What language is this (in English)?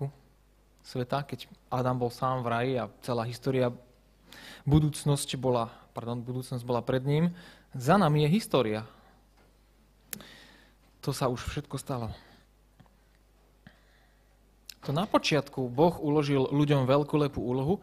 Slovak